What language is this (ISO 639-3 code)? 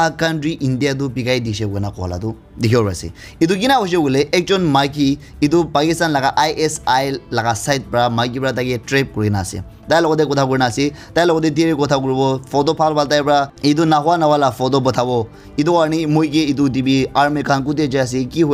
nag